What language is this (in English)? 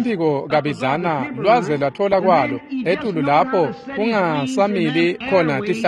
Swati